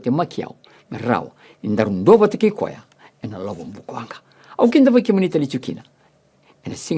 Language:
Fijian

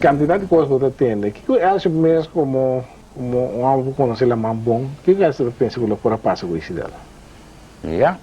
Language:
Papiamento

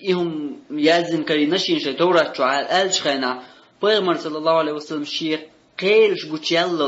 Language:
Chechen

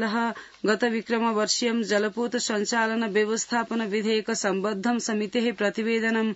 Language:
Sanskrit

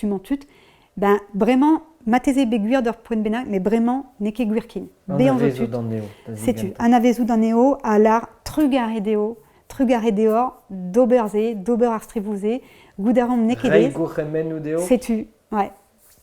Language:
Breton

